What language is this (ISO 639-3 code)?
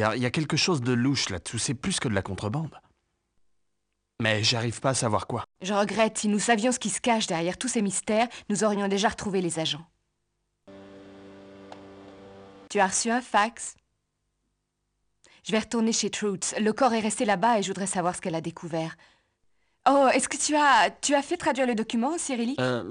fra